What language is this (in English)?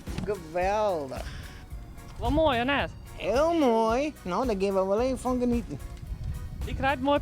Western Frisian